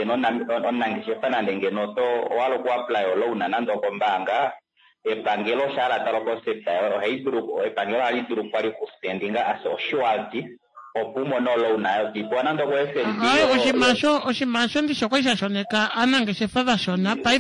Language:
Kuanyama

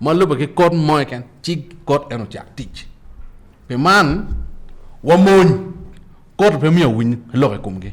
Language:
Acoli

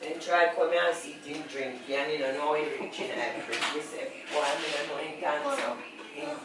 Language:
Jamaican Creole English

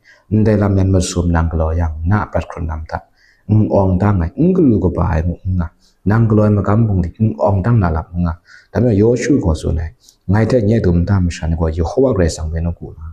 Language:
Kachin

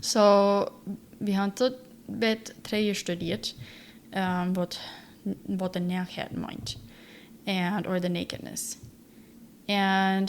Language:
Plautdietsch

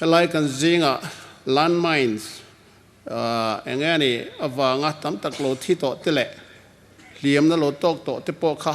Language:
Hmar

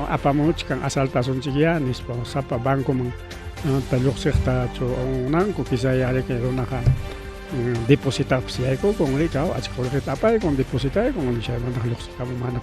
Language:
Ayacucho Quechua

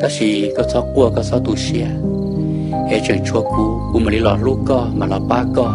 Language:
Hmong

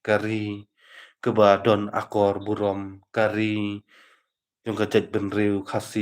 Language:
Khasi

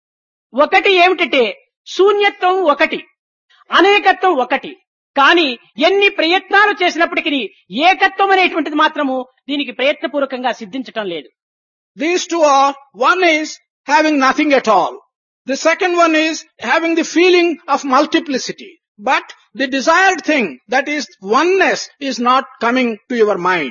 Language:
Telugu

